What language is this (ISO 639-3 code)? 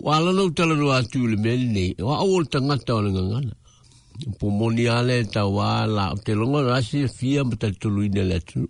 smo